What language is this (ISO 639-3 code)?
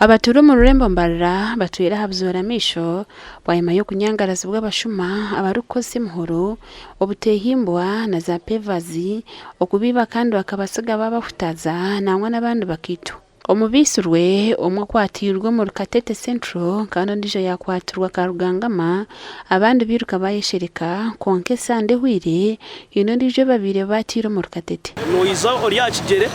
nyn